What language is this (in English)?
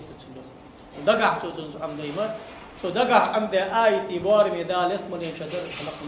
Ingush